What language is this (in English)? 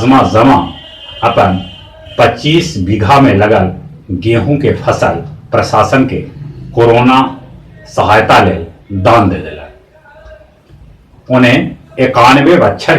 Magahi